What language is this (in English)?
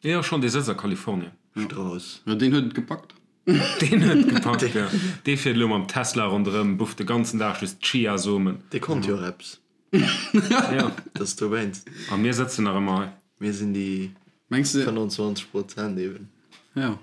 Luxembourgish